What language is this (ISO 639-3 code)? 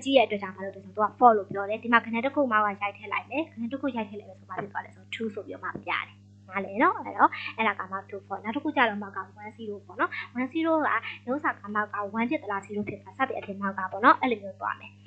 mya